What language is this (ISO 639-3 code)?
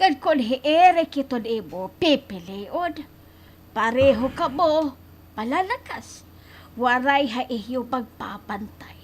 war